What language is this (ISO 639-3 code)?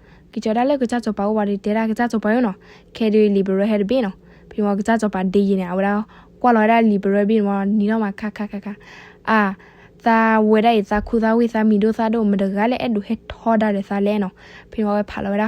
ksw